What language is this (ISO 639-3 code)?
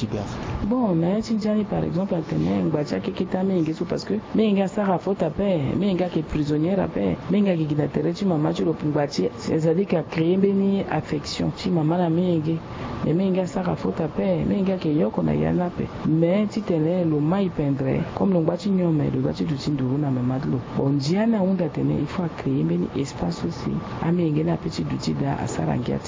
sag